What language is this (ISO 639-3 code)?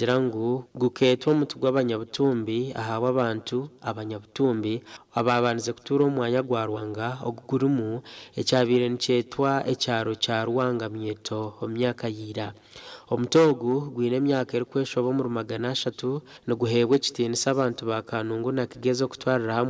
nyn